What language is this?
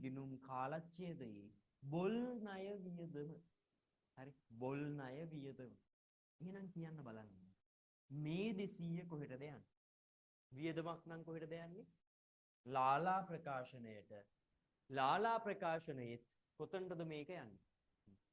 Sinhala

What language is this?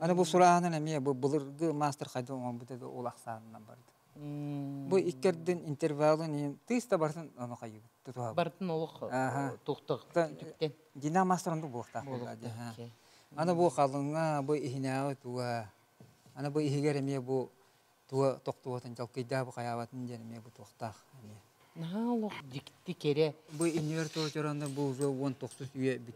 Yakut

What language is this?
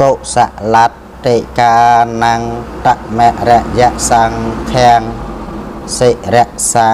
Khmer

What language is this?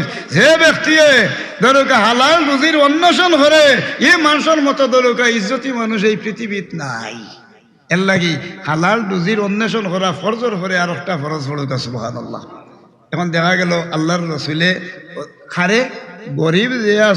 Sylheti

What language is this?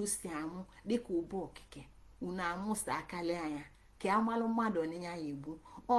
Igbo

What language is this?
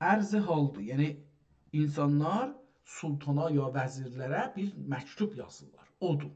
South Azerbaijani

